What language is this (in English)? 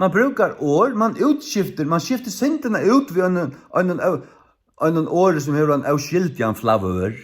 Faroese